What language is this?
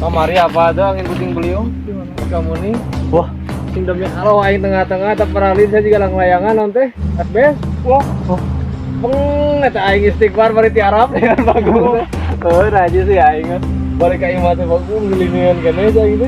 Sundanese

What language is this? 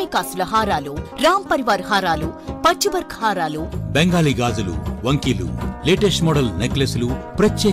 Telugu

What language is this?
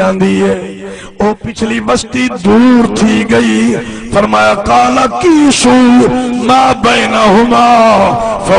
Saraiki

